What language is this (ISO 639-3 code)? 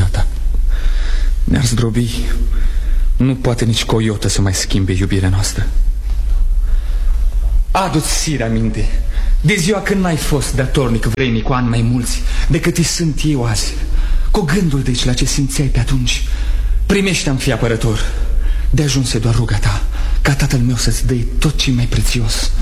ron